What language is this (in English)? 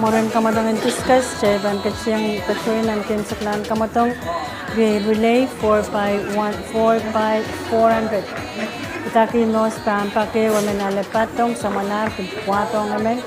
Pohnpeian